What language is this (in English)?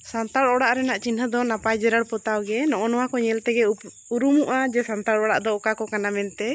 Santali